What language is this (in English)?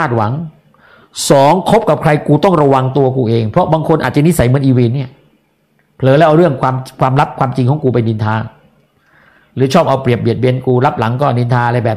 Thai